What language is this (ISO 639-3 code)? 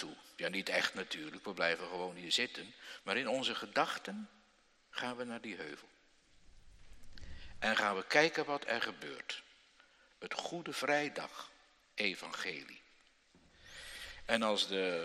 nld